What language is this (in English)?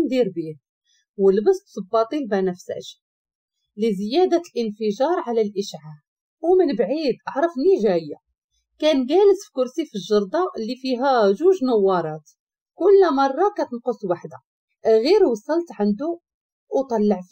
Moroccan Arabic